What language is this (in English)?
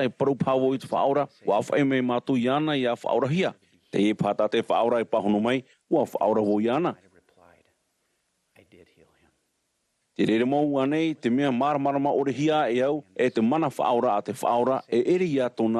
Tahitian